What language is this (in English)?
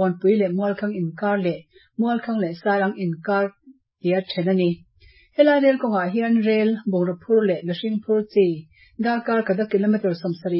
Mizo